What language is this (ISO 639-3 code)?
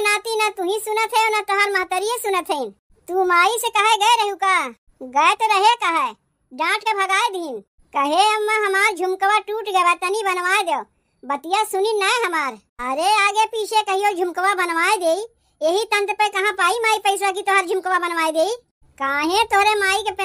awa